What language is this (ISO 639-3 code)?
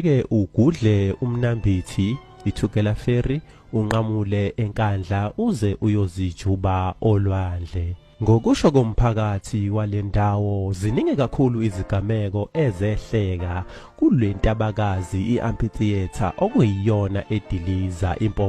zul